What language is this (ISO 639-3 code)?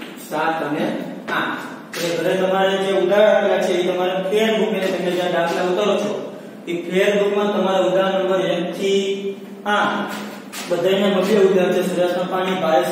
guj